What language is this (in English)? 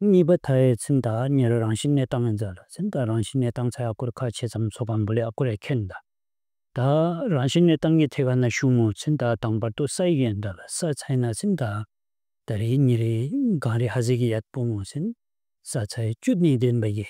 Bumthangkha